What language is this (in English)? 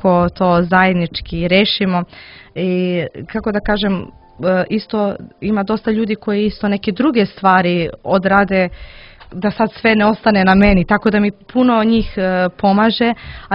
Serbian